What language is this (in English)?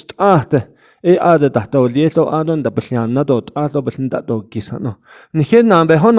Navajo